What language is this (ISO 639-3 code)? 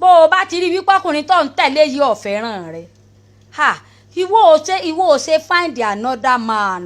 yor